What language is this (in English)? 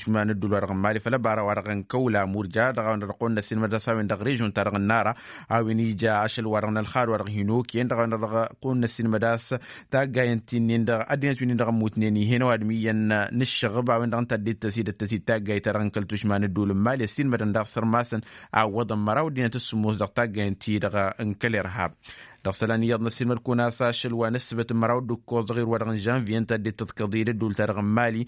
Tamasheq